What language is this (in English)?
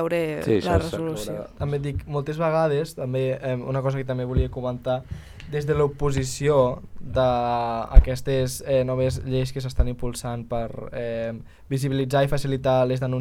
Catalan